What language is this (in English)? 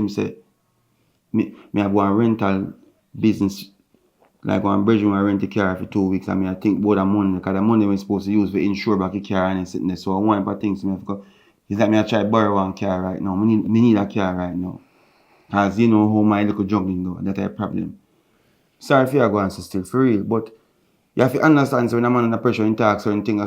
Jamaican Creole English